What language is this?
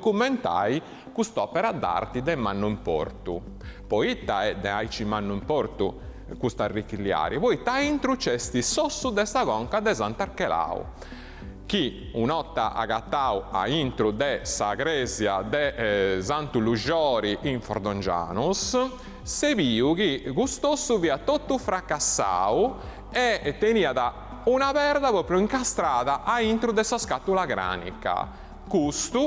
Sardinian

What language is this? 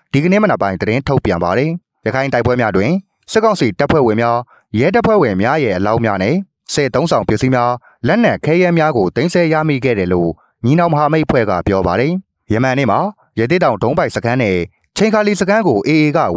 Burmese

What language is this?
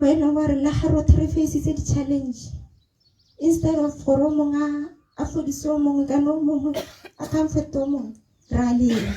Tswana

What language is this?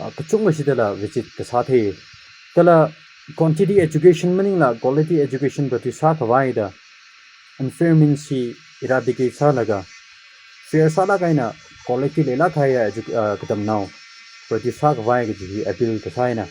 Tangkhul Naga (India)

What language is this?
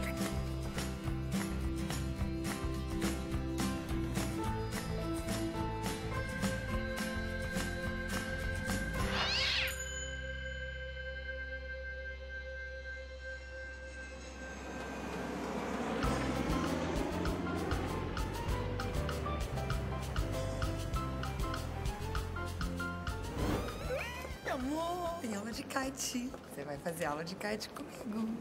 Portuguese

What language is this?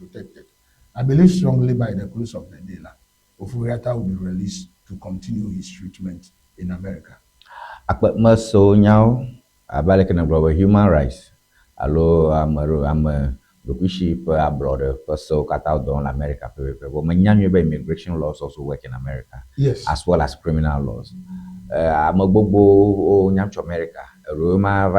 Ewe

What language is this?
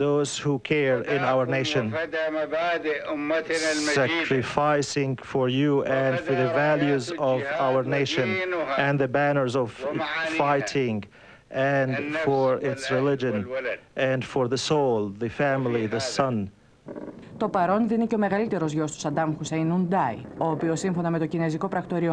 Greek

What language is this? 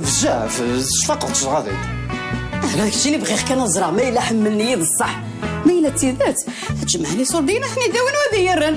Kabyle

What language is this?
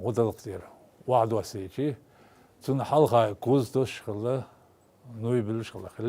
Chechen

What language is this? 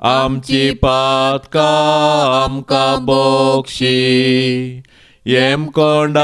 Konkani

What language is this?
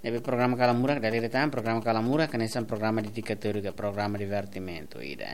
Tetum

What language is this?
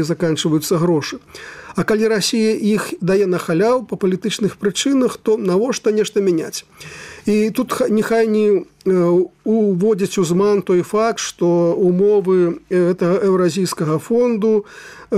Belarusian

